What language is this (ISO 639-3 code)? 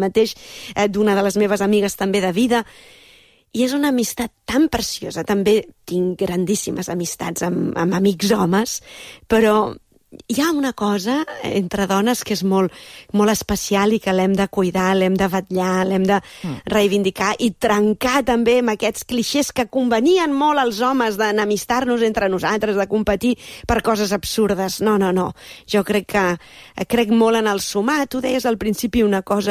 cat